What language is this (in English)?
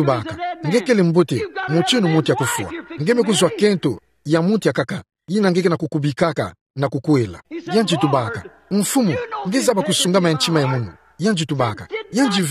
Kituba (Democratic Republic of Congo)